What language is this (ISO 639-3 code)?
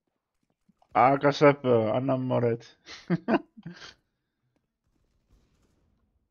fin